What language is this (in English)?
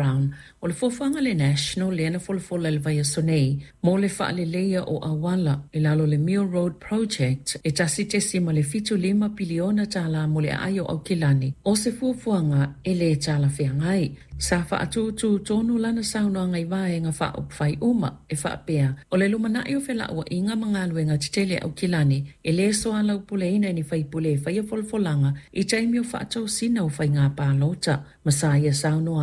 Samoan